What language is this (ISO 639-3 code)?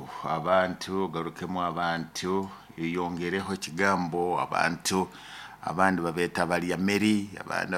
nyo